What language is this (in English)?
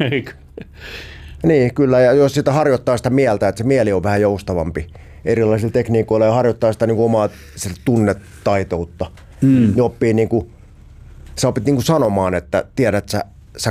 Finnish